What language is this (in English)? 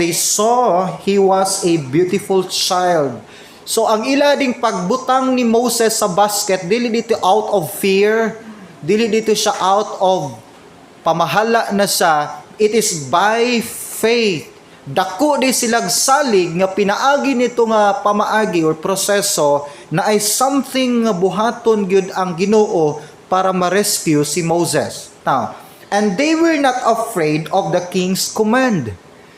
Cebuano